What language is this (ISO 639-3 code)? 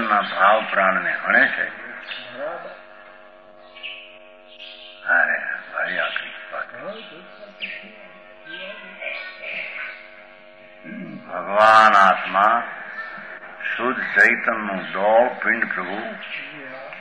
guj